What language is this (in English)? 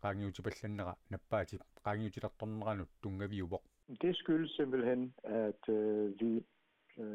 Kalaallisut